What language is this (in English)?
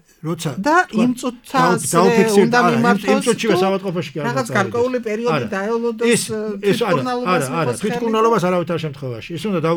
Georgian